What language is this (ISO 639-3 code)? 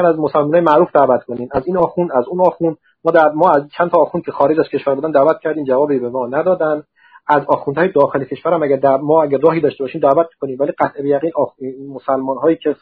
fas